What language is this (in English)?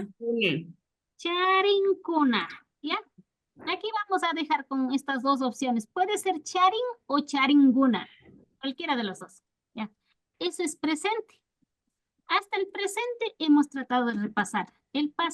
Imbabura Highland Quichua